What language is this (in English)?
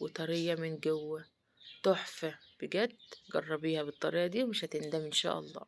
Egyptian Arabic